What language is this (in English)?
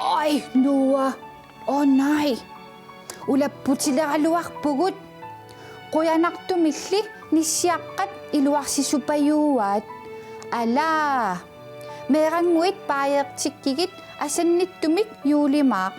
Kalaallisut